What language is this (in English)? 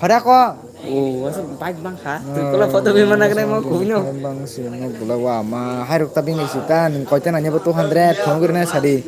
Kok Borok